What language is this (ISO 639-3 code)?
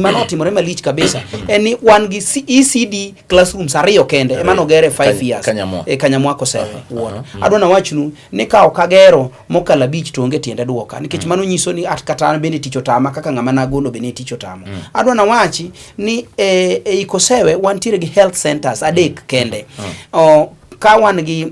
luo